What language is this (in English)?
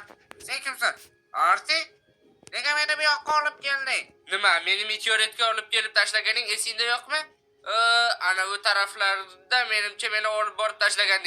Uzbek